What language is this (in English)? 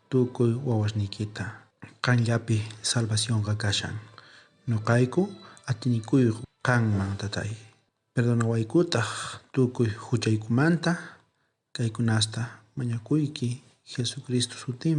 South Bolivian Quechua